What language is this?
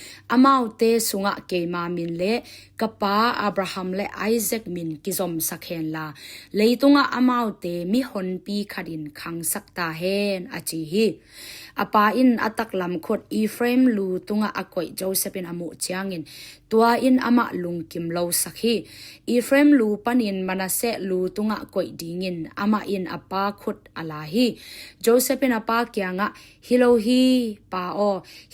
Tedim Chin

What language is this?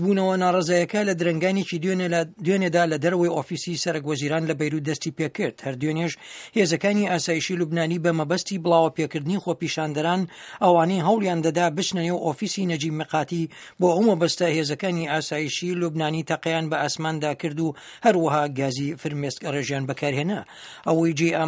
Central Kurdish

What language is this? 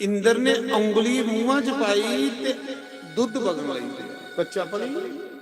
Dogri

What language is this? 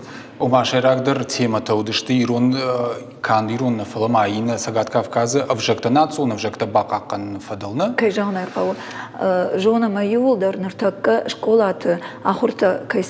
Ossetic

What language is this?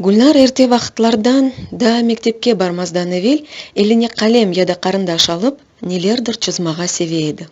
Crimean Tatar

